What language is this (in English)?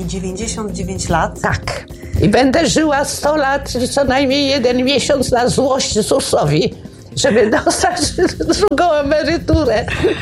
Polish